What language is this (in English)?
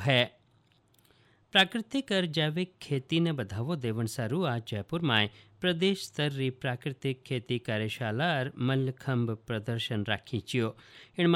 Hindi